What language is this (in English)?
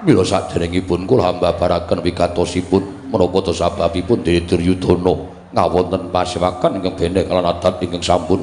Javanese